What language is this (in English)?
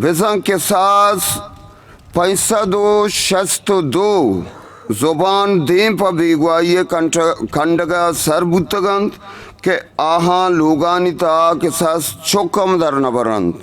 Eastern Balochi